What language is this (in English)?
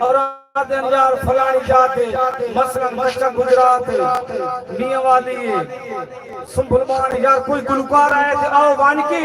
Saraiki